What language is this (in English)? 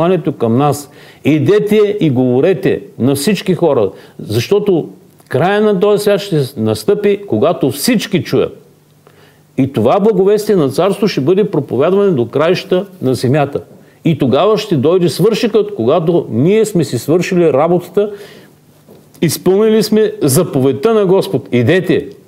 Bulgarian